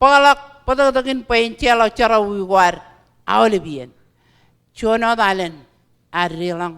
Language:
Marshallese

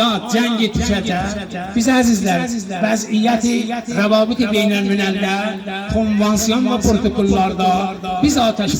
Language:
South Azerbaijani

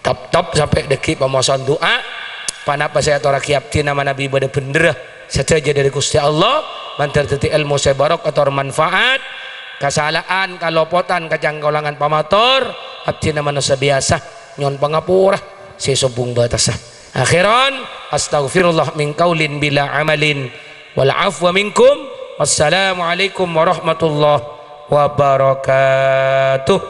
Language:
Madurese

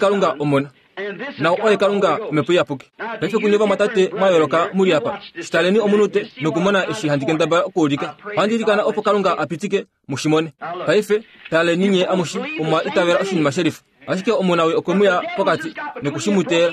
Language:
Kuanyama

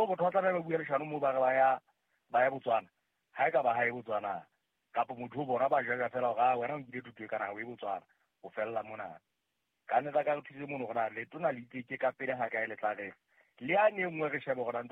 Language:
Southern Sotho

